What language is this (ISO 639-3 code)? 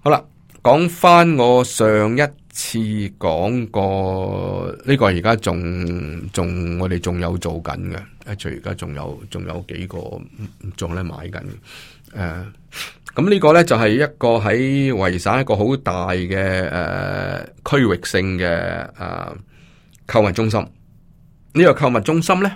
yue